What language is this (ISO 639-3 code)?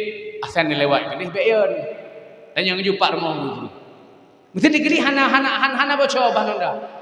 ace